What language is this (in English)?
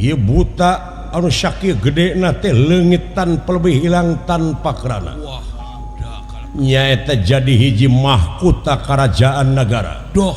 Sundanese